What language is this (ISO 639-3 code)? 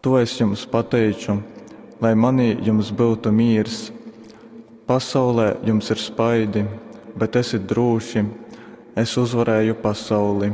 ltg